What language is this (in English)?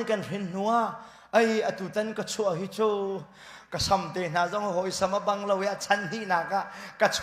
Hakha Chin